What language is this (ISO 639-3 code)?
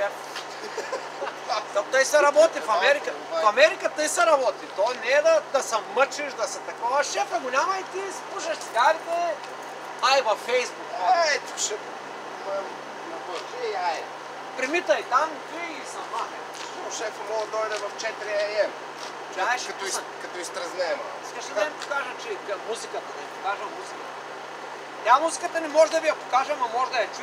bul